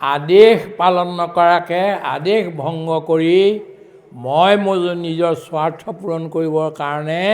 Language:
Assamese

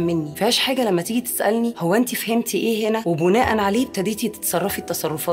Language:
Egyptian Arabic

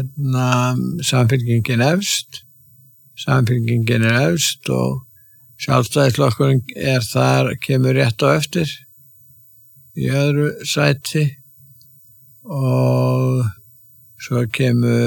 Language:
Icelandic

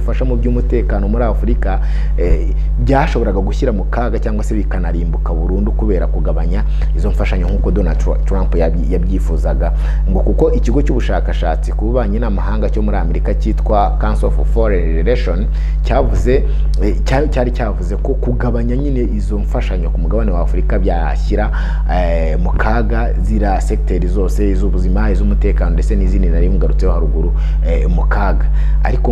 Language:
Kinyarwanda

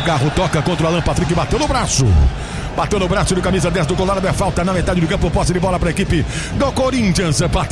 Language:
Portuguese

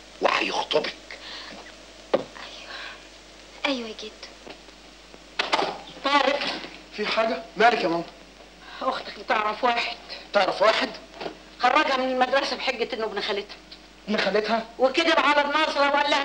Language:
Egyptian Arabic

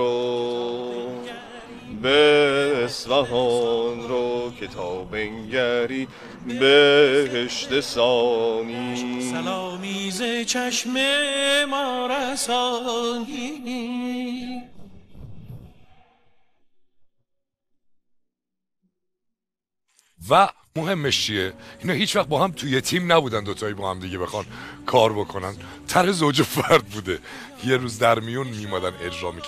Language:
Persian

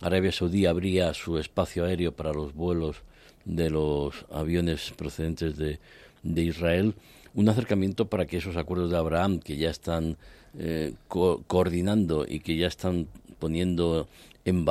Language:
Spanish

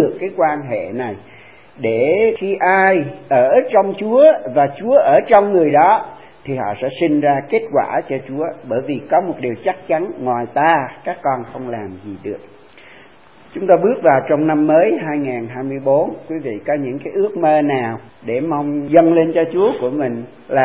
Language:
Vietnamese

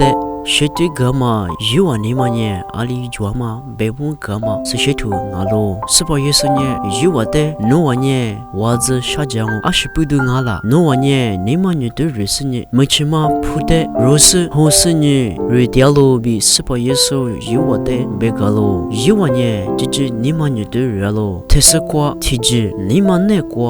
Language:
Lisu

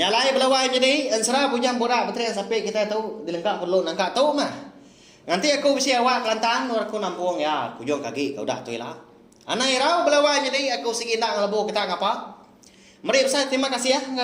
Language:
Iban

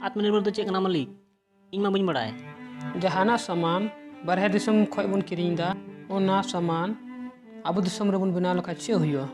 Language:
Santali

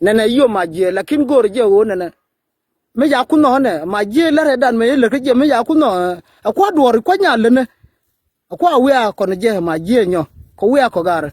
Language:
Nuer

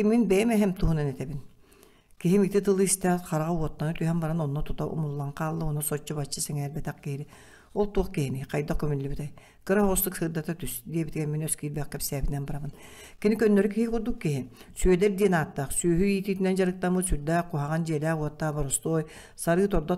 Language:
Yakut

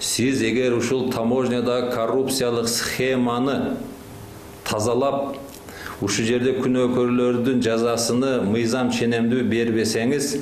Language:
Kyrgyz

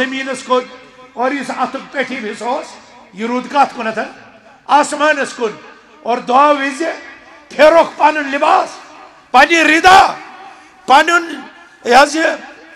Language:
Kashmiri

